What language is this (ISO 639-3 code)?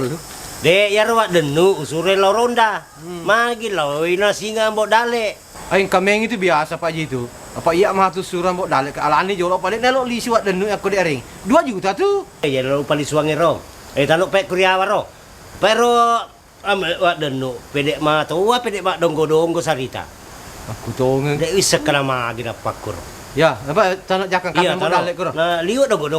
bug